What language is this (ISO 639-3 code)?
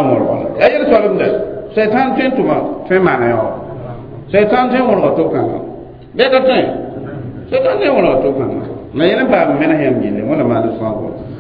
mos